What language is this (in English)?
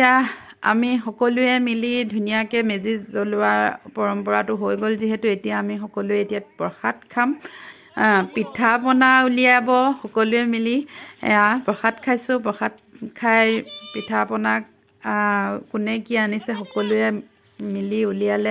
Assamese